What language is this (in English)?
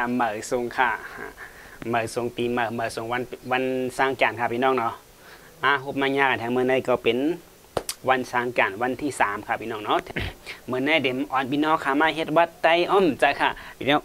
Shan